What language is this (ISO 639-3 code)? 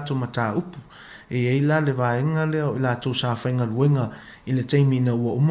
smo